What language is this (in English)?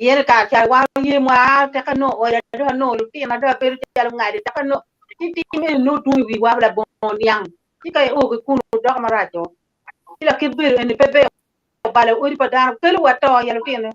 Acoli